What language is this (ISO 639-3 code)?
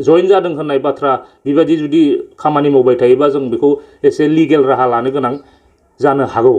brx